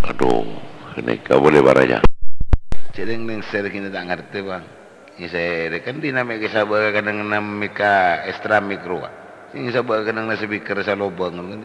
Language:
Madurese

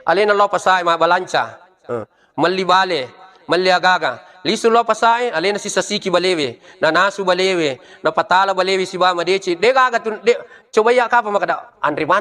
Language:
Buginese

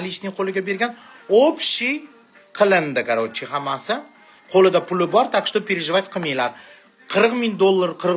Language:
Uzbek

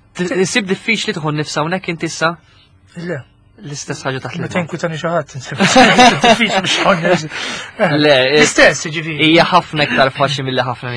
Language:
Maltese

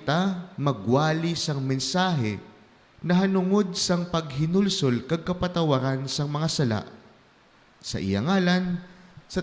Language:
Hiligaynon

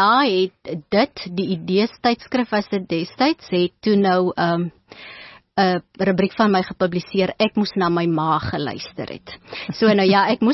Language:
Afrikaans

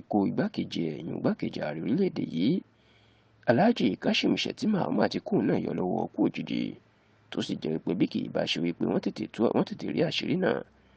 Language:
Yoruba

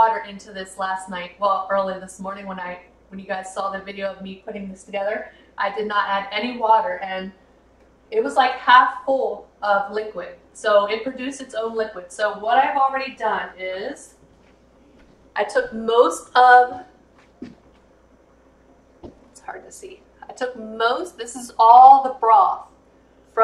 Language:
English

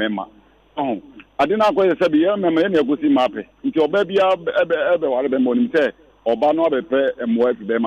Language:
Akan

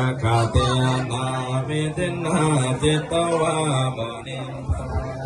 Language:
Pali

